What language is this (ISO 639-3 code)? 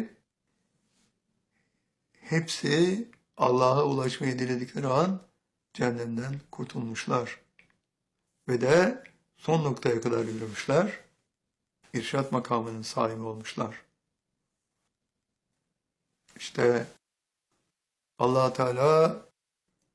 tur